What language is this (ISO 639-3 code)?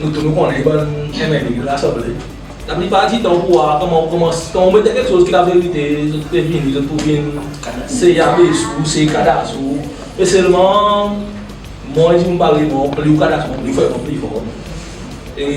crs